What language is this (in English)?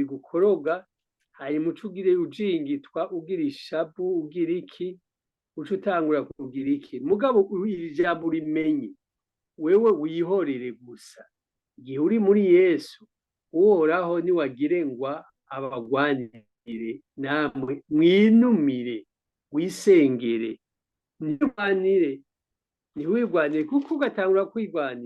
Rundi